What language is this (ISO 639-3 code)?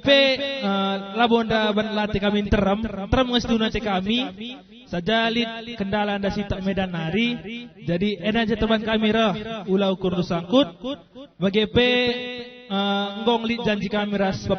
btx